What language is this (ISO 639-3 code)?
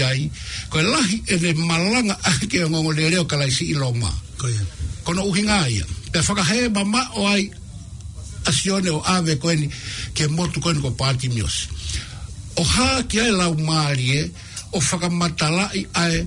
ton